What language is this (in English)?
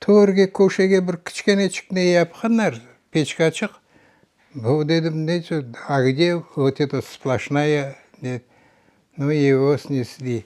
Crimean Tatar